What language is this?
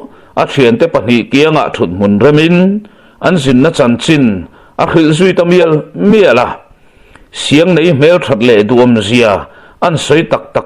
Mizo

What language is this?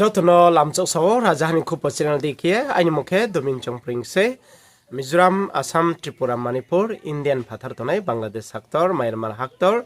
Riang (India)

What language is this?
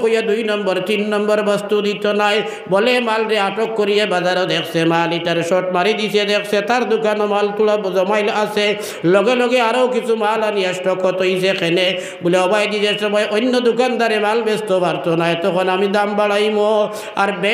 Sylheti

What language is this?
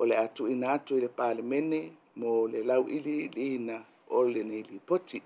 Samoan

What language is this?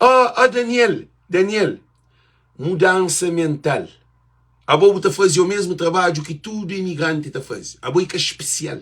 Kabuverdianu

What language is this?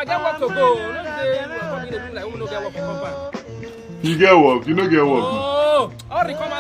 Nigerian Pidgin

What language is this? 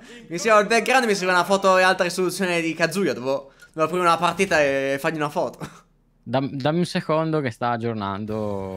Italian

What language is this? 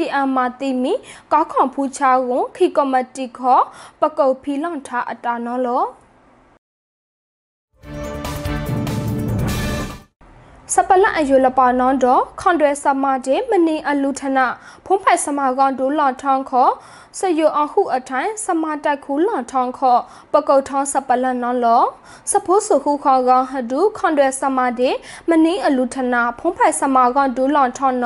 Burmese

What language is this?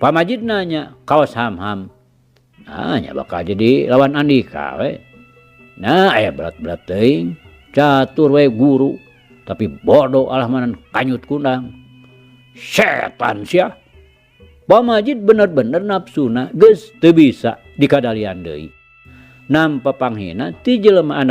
Sundanese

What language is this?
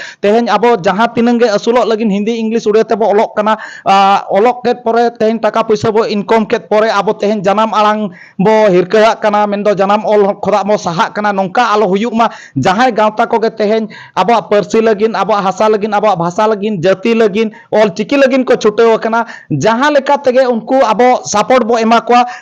Santali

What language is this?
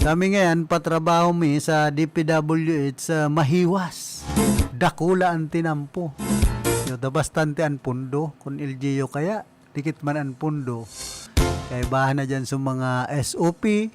Bikol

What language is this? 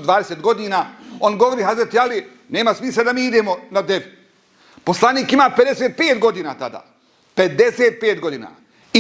Bosnian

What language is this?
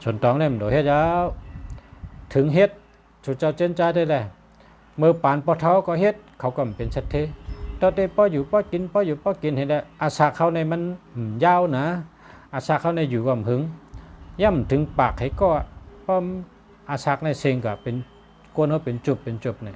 Shan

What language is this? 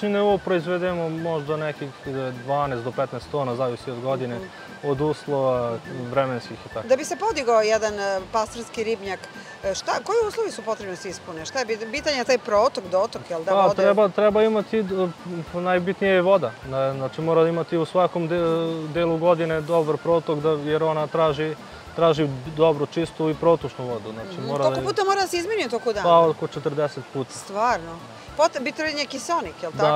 Serbian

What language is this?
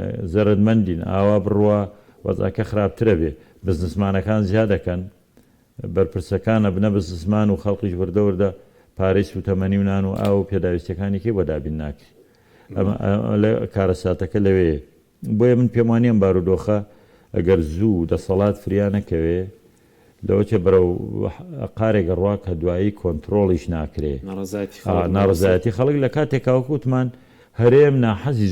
Central Kurdish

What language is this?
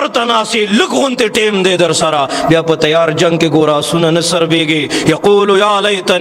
Pashto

